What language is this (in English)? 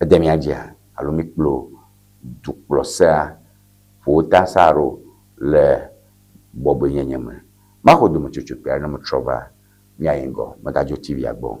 Ewe